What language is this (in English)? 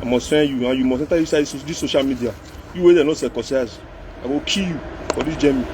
Nigerian Pidgin